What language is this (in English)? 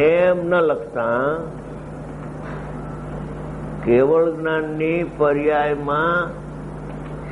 Gujarati